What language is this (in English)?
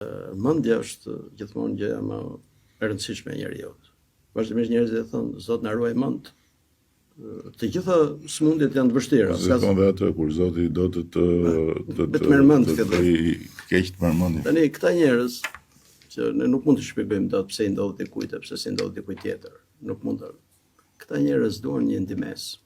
Albanian